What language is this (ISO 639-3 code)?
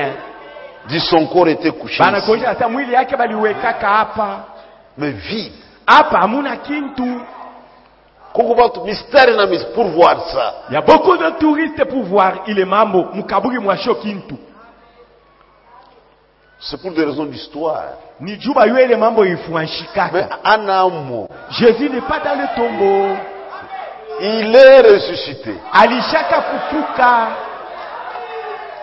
swa